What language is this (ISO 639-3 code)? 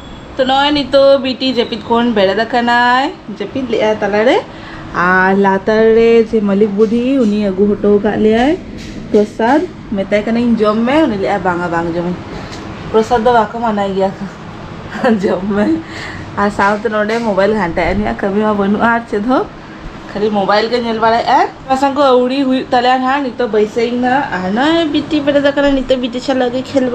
sat